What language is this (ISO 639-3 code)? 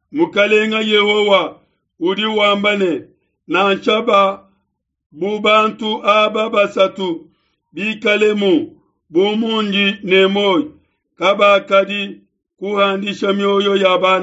lua